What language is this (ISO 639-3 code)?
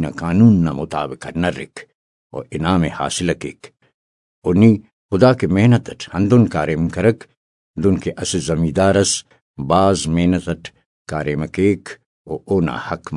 brh